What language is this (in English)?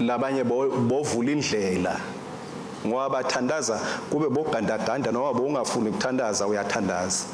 Swati